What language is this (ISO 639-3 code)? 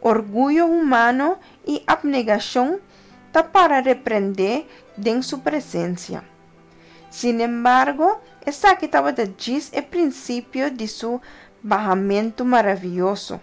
pap